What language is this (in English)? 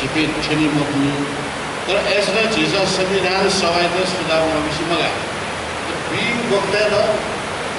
Newari